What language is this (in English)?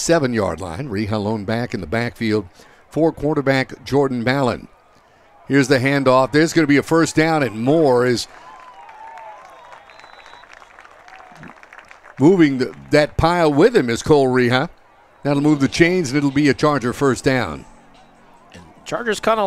English